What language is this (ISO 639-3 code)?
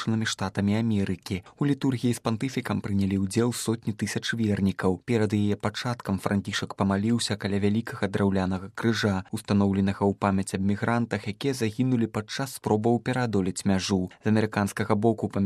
bel